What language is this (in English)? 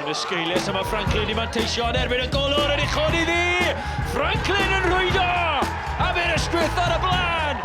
Welsh